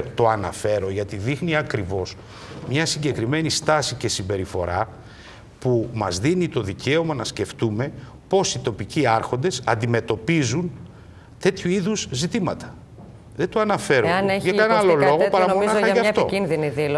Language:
Greek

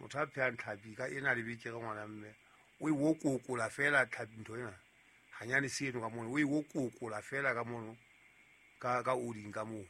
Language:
Southern Sotho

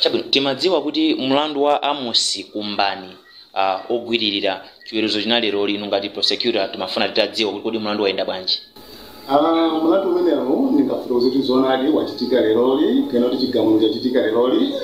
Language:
Nyanja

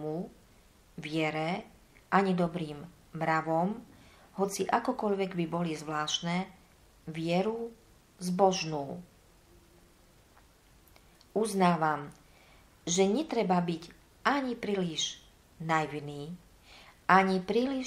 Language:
Slovak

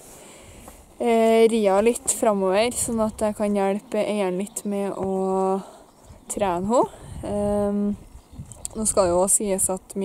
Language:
Norwegian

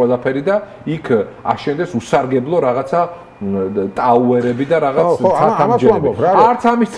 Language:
Georgian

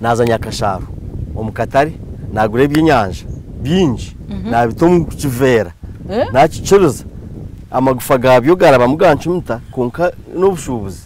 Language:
Nyankole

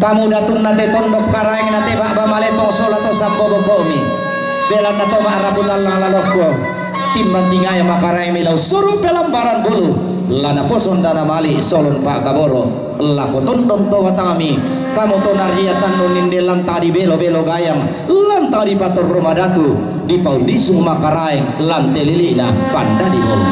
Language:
Toraja-Sa'dan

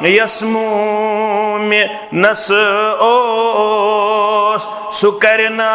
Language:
Kashmiri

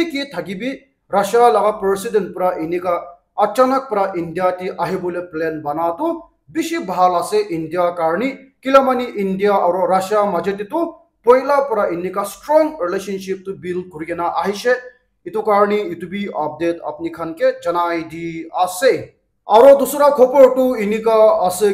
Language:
Naga Pidgin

